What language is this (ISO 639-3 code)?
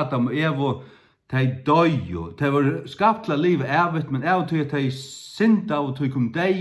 fao